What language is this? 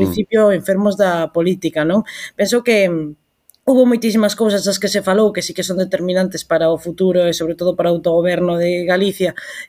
Galician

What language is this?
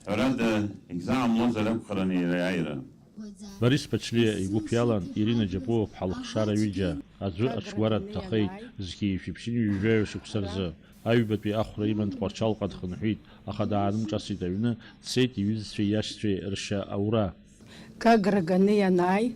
Abkhazian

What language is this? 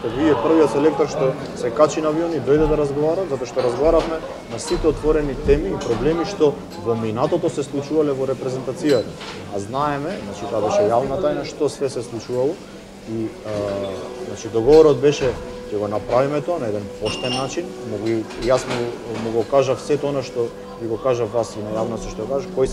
Macedonian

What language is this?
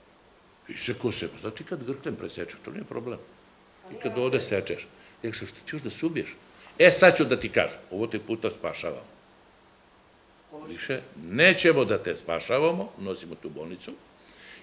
Serbian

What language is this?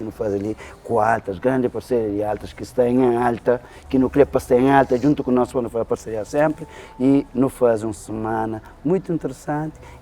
Kabuverdianu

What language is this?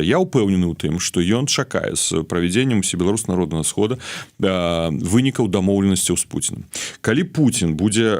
Belarusian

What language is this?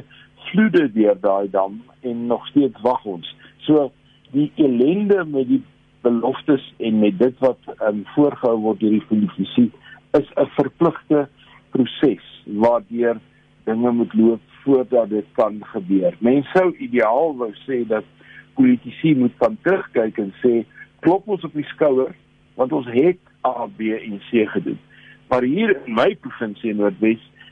Afrikaans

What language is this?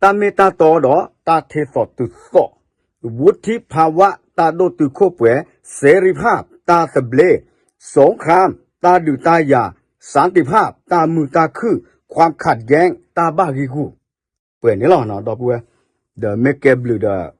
S'gaw Karen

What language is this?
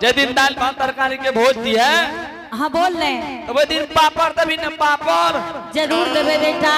Angika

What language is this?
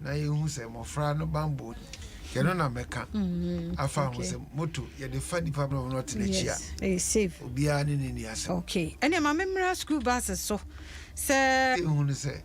Akan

